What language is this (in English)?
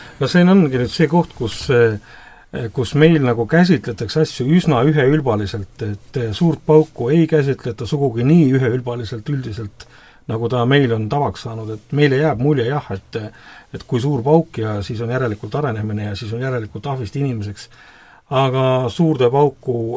Estonian